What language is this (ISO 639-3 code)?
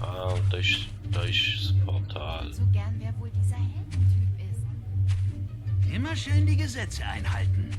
gsw